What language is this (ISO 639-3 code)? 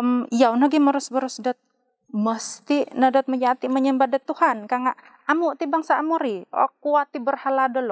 dtp